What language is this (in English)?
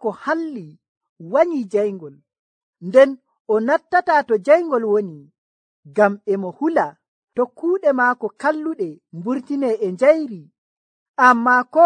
Nigerian Fulfulde